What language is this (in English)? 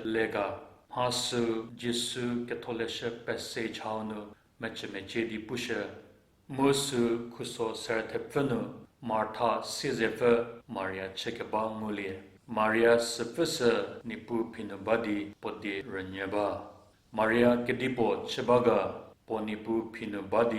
Angami Naga